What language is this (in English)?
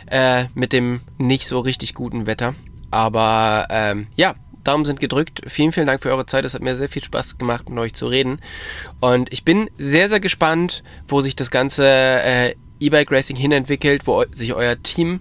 German